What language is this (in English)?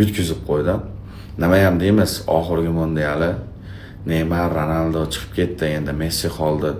Uzbek